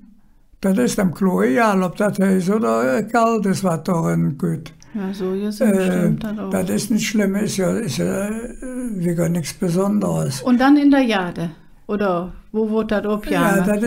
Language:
Colognian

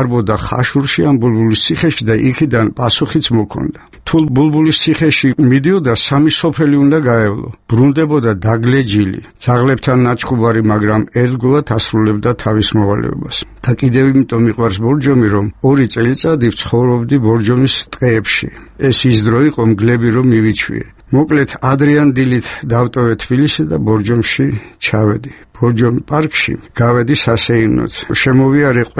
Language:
Georgian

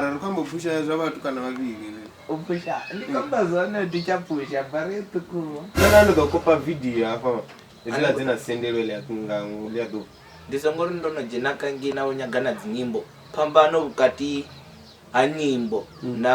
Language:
Venda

